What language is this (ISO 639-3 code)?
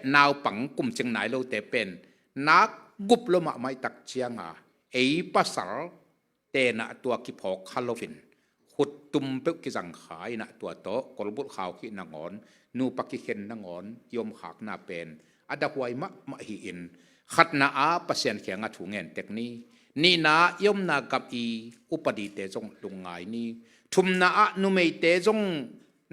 ctd